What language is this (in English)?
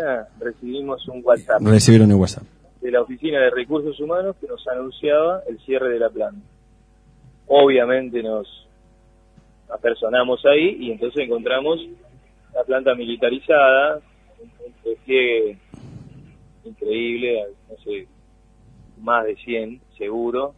Spanish